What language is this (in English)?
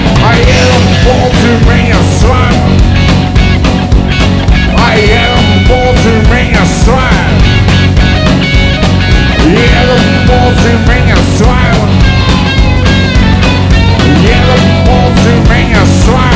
Serbian